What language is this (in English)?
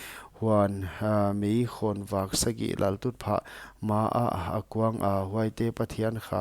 Paite Chin